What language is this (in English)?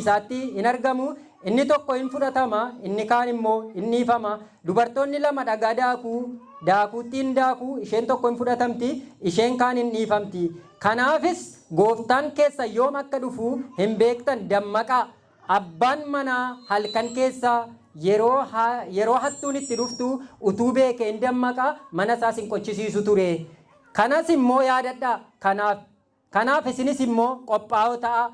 Oromo